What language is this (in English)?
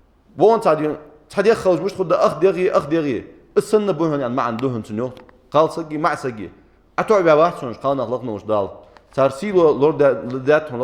Ingush